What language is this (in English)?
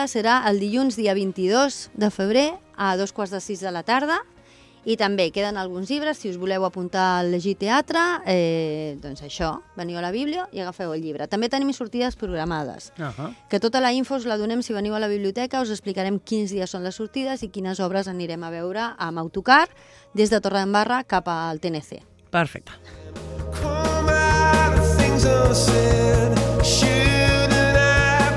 Catalan